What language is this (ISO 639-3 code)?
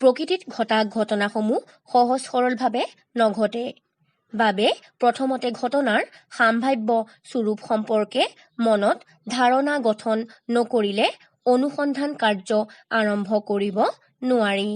asm